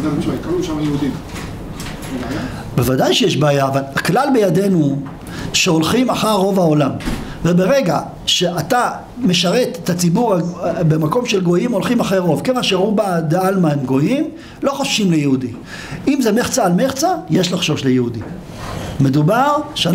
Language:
Hebrew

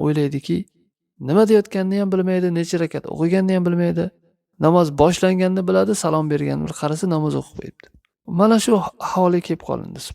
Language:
Uzbek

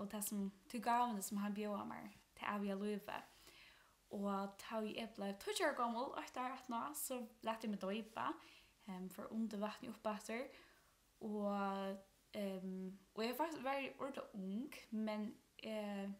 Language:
Faroese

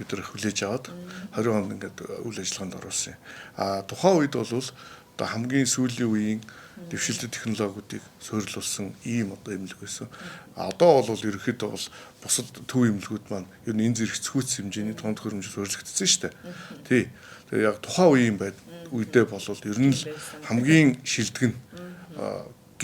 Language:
Mongolian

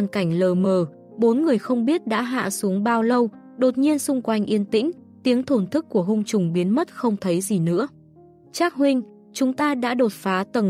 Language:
Vietnamese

